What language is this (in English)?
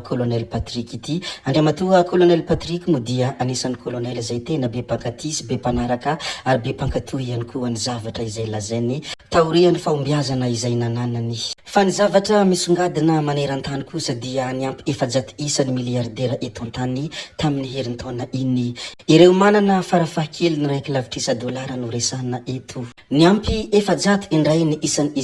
Malagasy